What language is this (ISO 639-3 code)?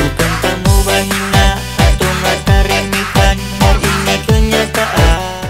xmm